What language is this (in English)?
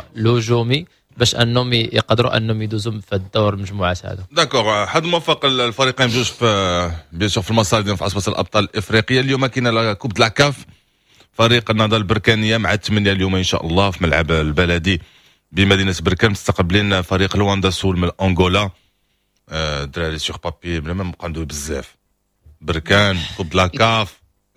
Moroccan Arabic